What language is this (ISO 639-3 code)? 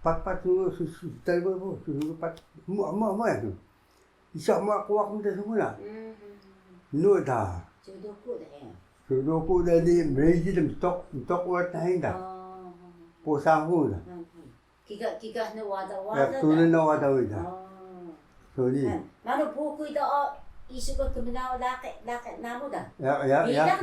trv